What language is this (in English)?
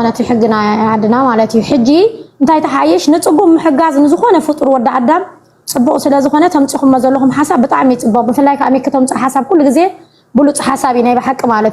Tigrinya